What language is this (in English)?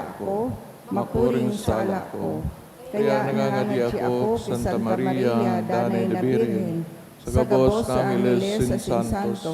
Bikol